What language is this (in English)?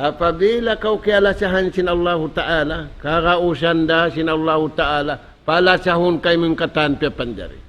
Tausug